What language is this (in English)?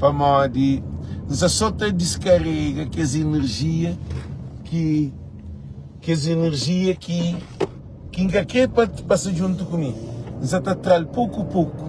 Kabuverdianu